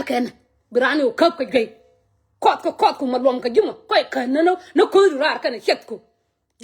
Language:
Nuer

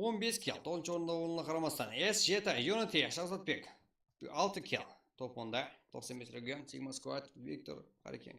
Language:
Kara-Kalpak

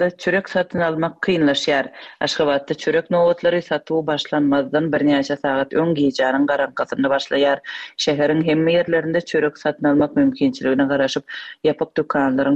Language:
Turkmen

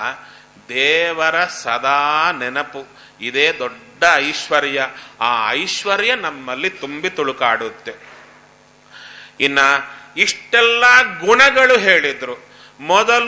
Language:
Kannada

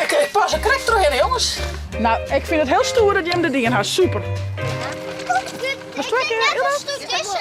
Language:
Western Frisian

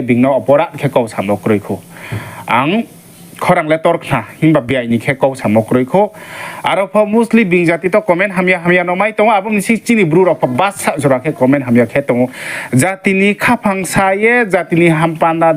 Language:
Riang (India)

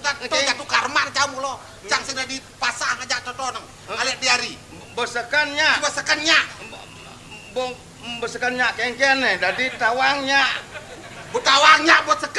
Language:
Balinese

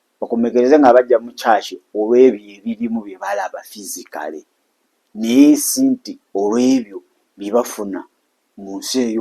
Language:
Ganda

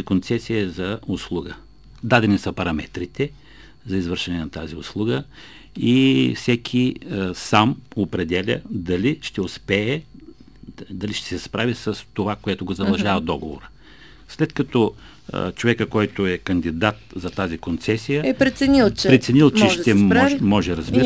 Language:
Bulgarian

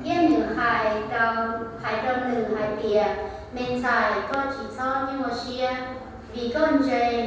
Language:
Hmong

